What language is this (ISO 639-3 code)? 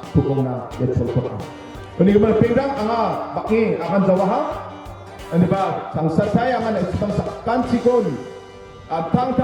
grt